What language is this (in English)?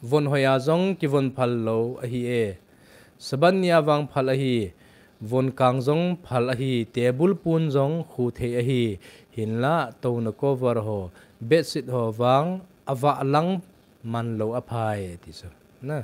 Thado Chin